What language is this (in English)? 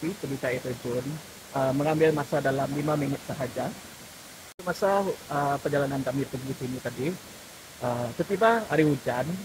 Malay